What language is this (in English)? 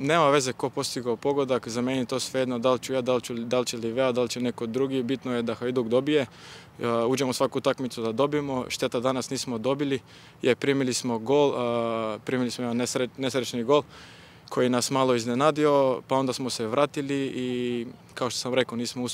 Croatian